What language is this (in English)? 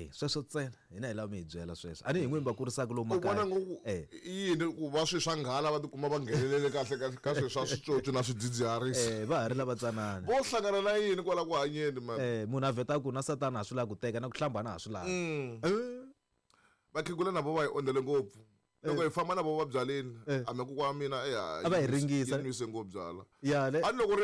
Tsonga